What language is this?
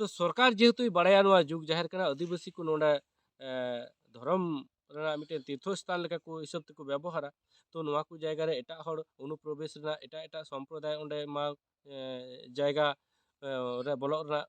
Santali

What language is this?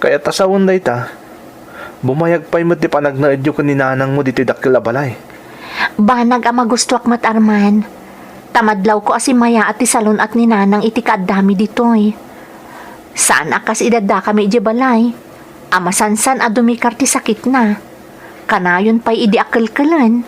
Iloko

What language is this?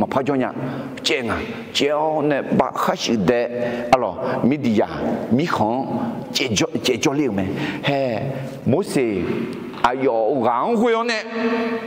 Akha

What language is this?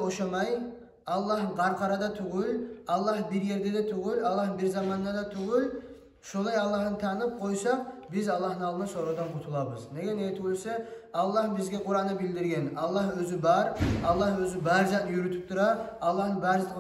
Kumyk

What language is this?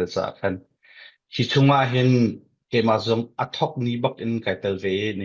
Falam Chin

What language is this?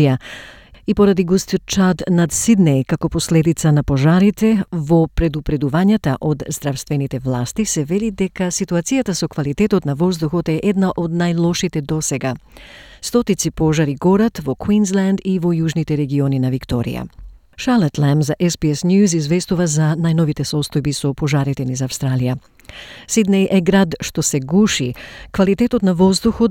Macedonian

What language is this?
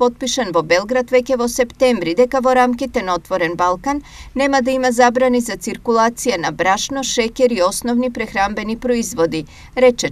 Macedonian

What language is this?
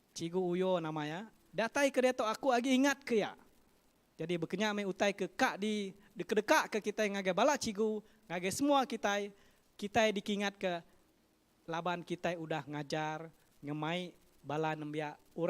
Iban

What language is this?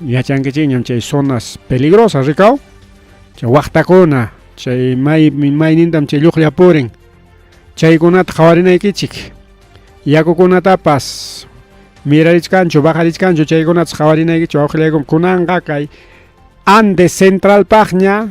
Ayacucho Quechua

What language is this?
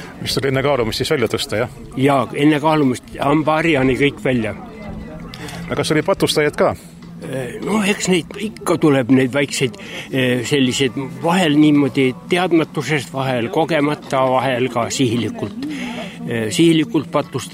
Estonian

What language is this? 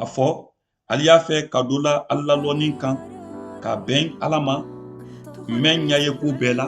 Mandingo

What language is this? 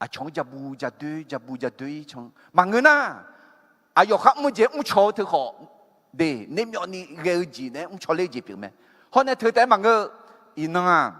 Akha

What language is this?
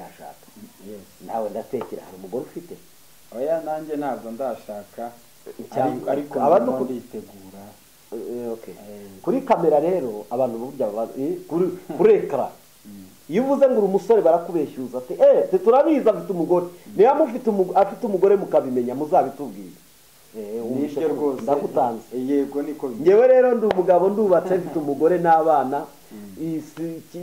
Kinyarwanda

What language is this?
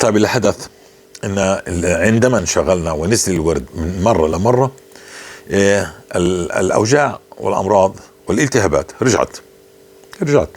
North Levantine Arabic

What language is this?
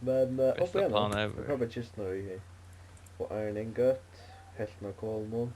Faroese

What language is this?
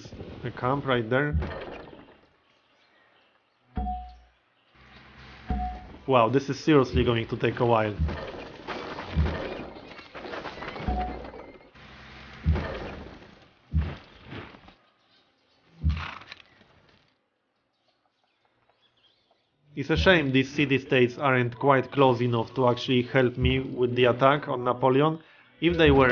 English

